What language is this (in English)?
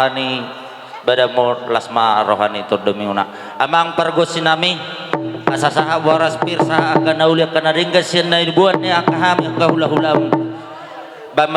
Batak Toba